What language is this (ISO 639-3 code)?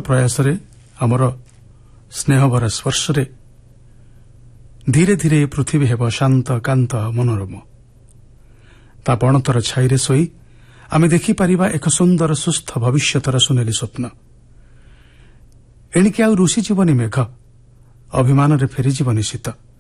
ori